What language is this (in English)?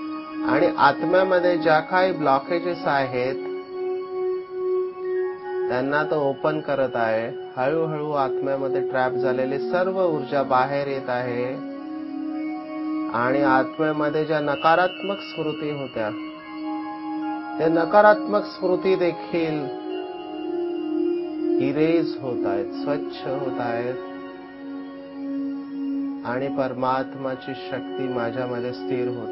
Marathi